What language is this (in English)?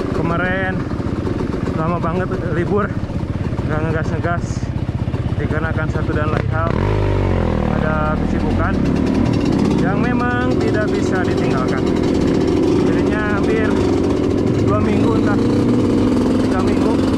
Indonesian